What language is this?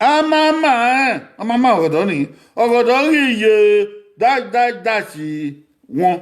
Bini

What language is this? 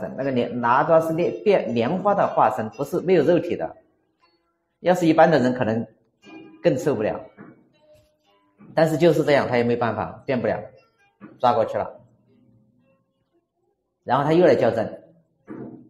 Chinese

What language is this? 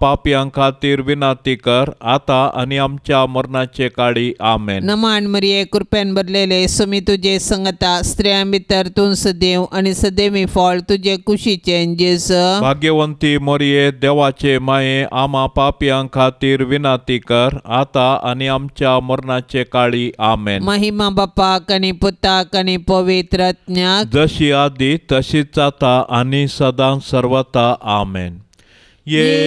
Konkani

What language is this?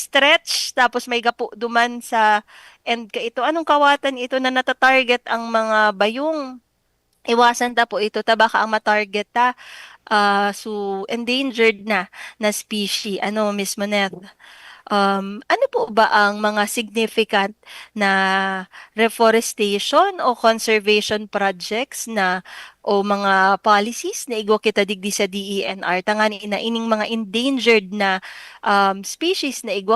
Bikol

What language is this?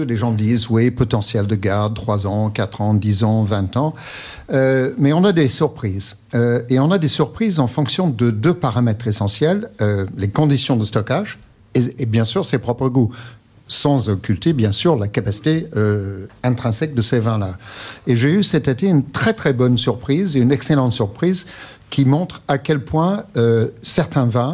French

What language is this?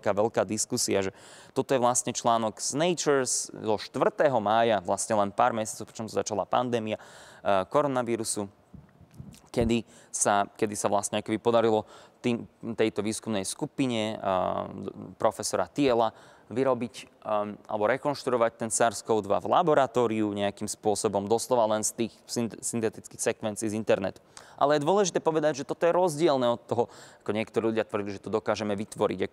Slovak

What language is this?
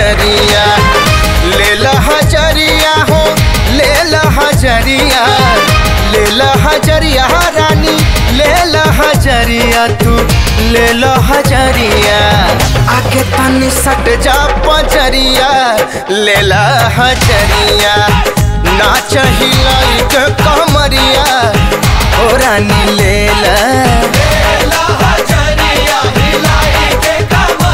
Bhojpuri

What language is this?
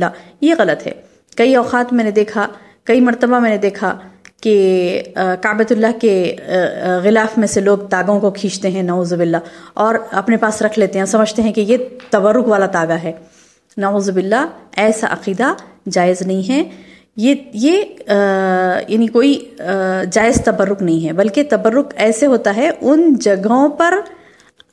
Urdu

